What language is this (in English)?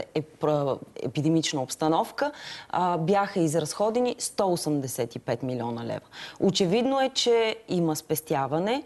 Bulgarian